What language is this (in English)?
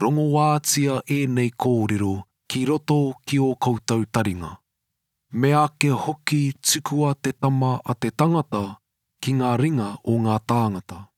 Māori